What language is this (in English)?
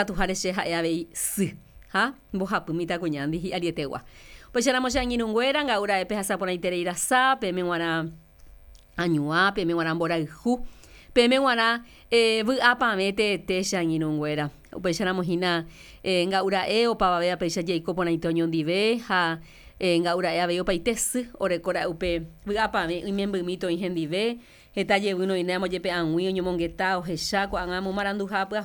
Guarani